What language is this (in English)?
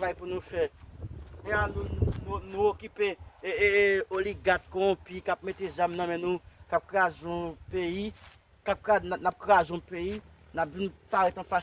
Haitian Creole